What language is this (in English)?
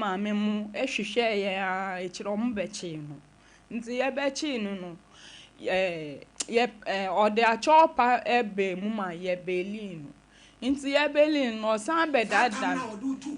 Akan